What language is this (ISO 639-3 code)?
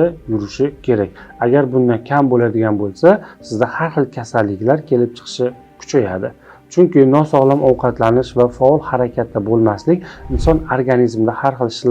uzb